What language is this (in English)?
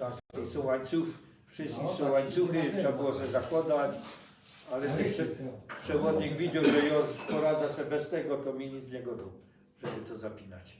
Silesian